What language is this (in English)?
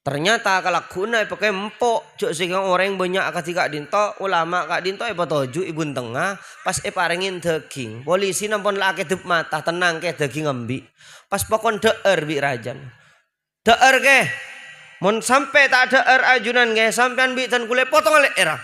Madurese